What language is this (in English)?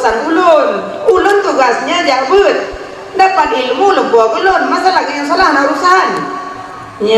Achinese